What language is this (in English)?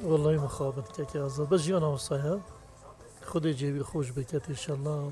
Kurdish